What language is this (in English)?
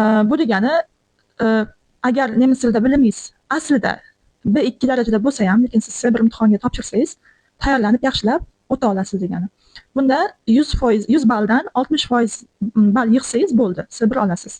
Uzbek